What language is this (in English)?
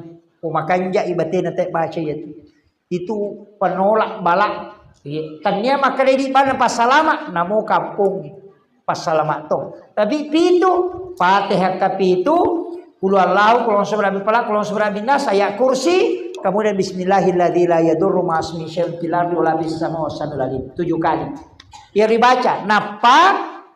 Buginese